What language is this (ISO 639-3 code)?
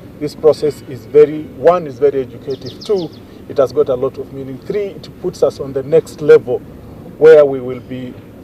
kik